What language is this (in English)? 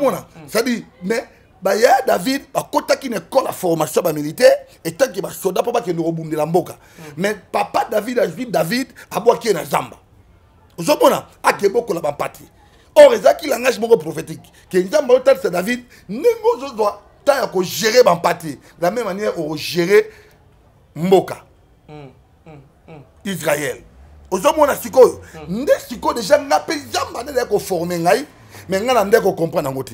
Lingala